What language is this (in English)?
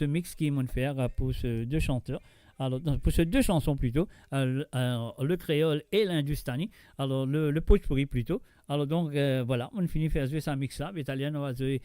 Morisyen